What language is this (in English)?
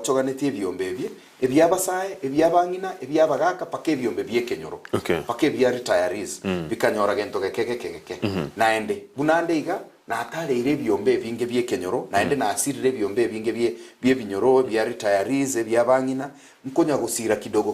Gusii